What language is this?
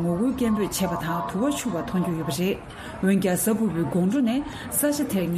Tibetan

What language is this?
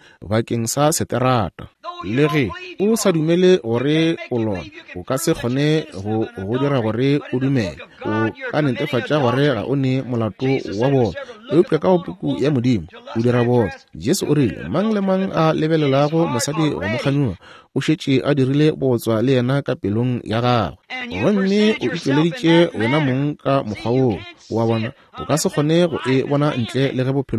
Northern Sotho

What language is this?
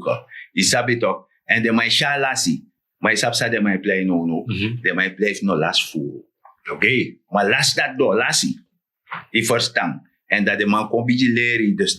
Sranan Tongo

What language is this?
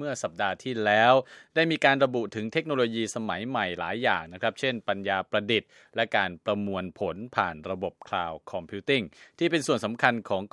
Thai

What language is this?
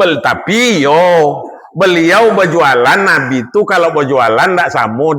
Minangkabau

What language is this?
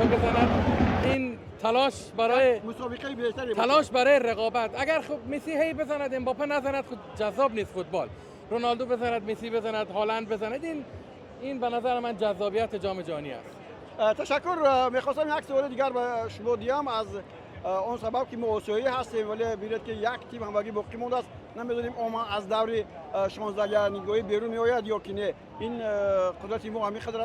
Tajik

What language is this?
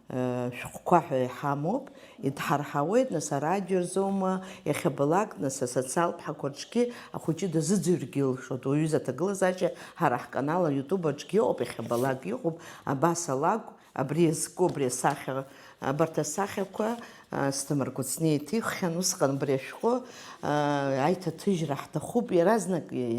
Abkhazian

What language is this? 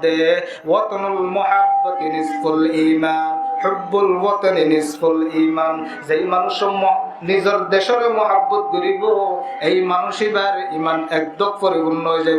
Rohingya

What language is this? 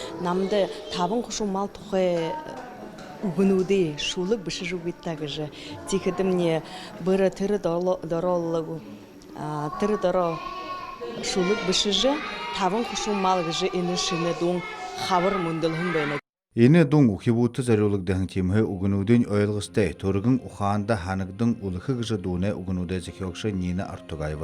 Buriat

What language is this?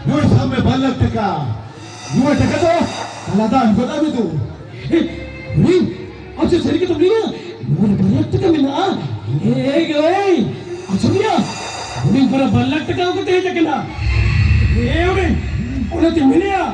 Santali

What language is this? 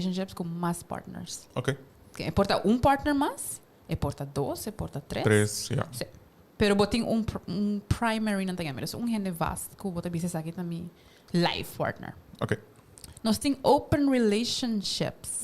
Papiamento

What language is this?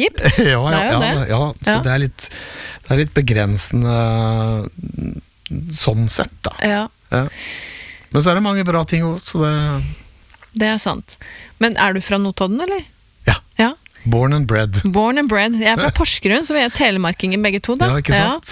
Norwegian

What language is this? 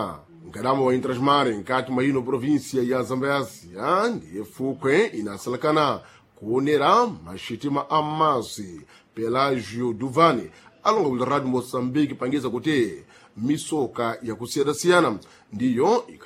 Sena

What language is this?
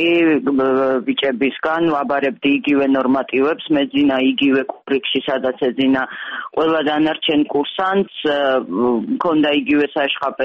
Georgian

